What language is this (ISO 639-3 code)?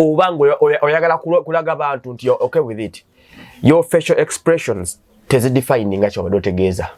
lug